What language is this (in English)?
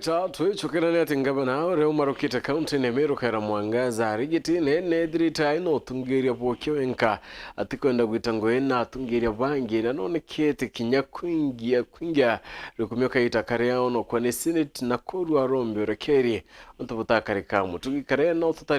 Meru